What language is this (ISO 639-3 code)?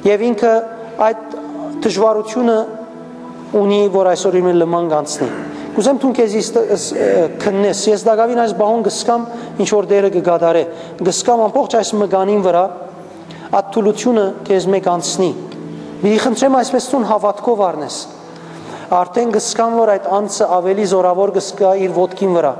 hyw